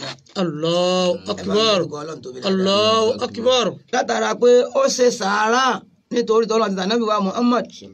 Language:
Yoruba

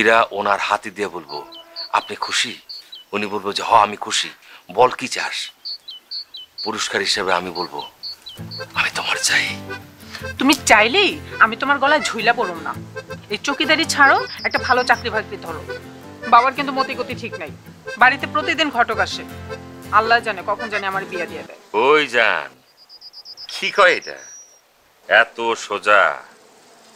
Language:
Bangla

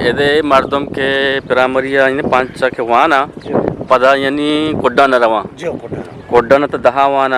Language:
Eastern Balochi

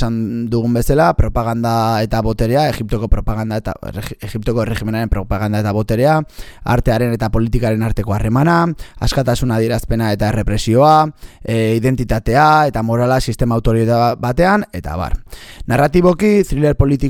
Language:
Basque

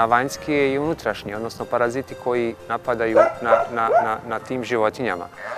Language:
Bosnian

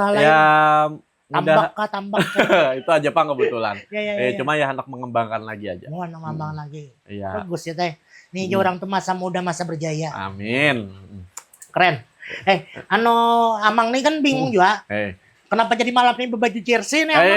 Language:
Banjar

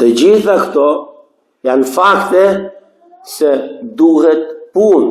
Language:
Albanian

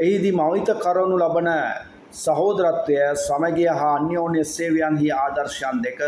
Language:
Sinhala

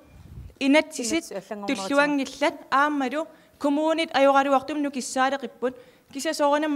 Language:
Kalaallisut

